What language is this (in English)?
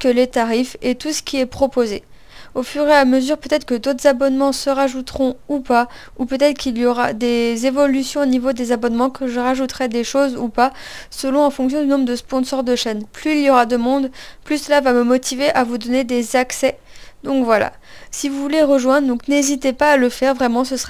French